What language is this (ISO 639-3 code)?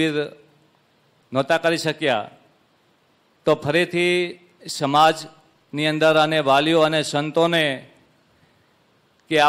guj